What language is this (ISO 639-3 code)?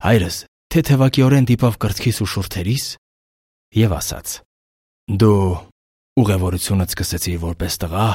hye